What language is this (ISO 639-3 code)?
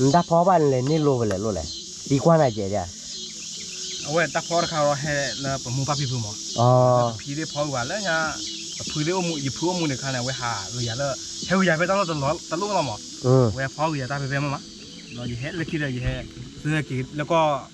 ksw